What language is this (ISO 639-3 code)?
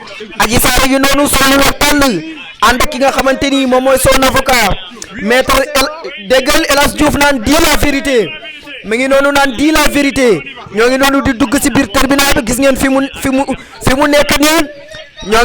wol